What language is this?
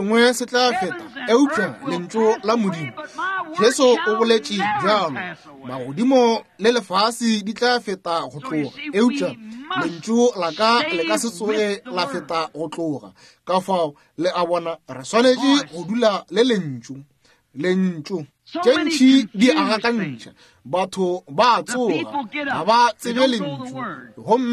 Northern Sotho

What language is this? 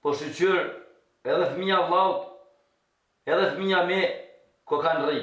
Albanian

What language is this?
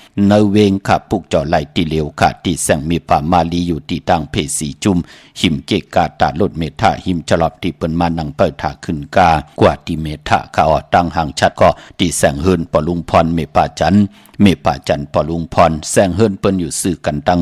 Shan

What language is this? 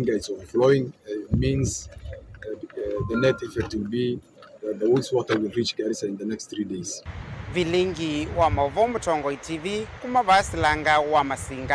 Kamba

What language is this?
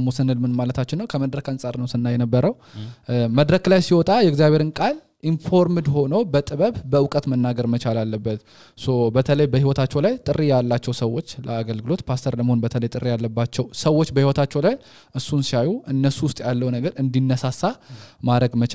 Amharic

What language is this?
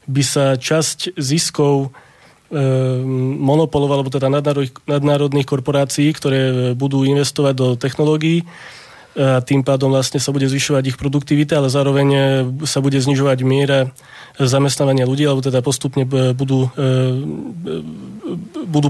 Slovak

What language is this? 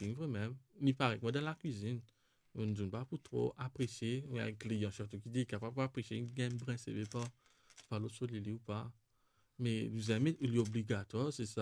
Morisyen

